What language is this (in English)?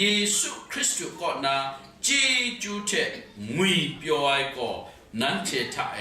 Kachin